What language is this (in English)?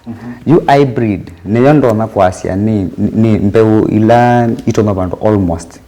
Kamba